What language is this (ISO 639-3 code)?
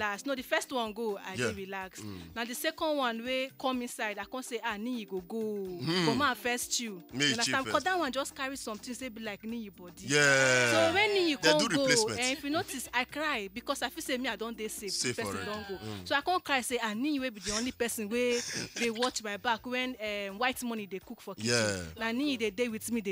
pcm